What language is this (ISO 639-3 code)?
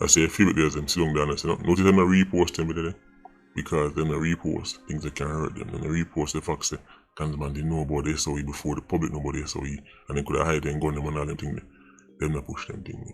jam